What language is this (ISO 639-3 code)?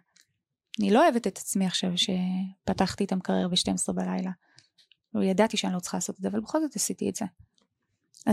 heb